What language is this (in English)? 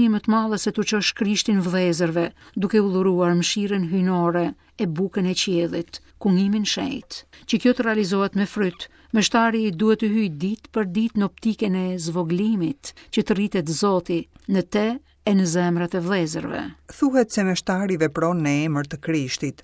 Albanian